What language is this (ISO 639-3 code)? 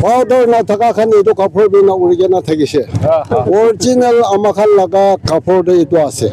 nag